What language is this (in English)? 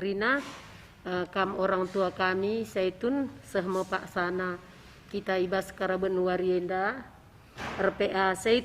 Batak Karo